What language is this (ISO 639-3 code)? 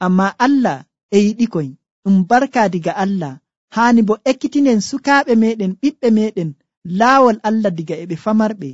fuv